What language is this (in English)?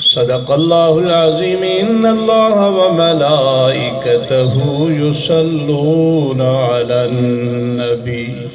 Saraiki